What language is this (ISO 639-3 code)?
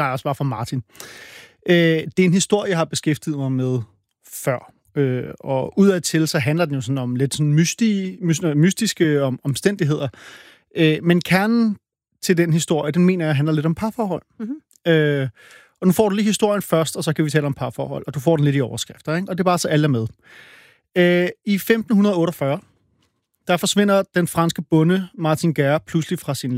dan